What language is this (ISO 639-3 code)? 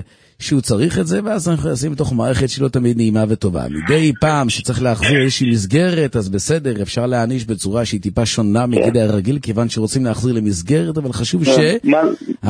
heb